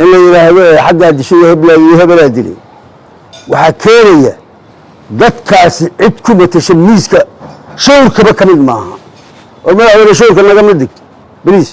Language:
Somali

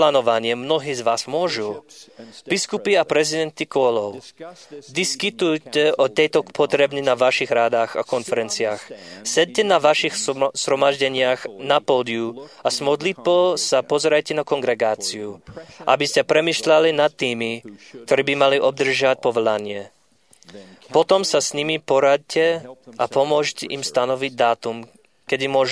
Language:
Slovak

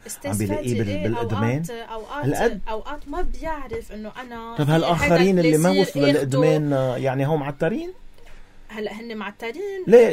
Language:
North Levantine Arabic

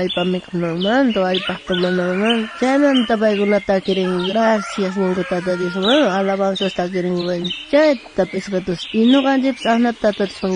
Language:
South Bolivian Quechua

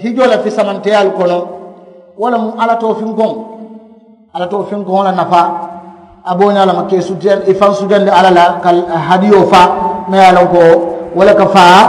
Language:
Mandingo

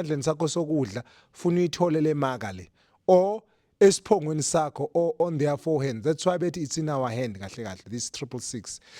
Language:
Zulu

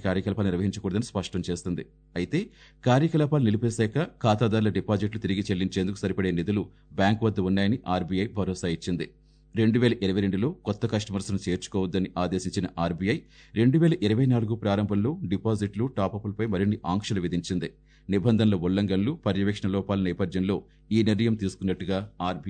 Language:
Telugu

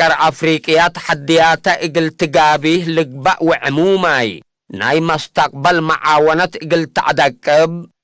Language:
Tigre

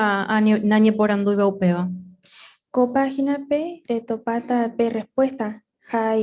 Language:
Guarani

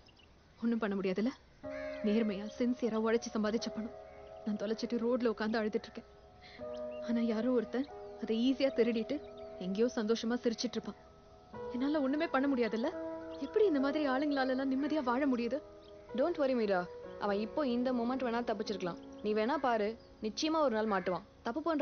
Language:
Tamil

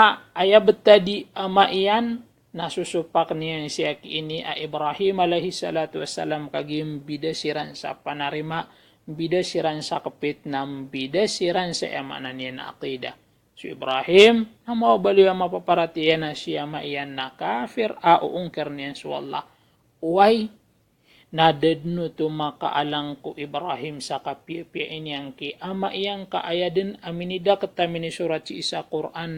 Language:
Maranao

